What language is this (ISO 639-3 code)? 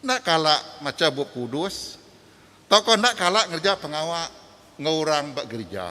iba